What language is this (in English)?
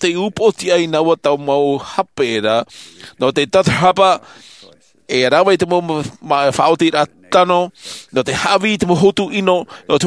Tahitian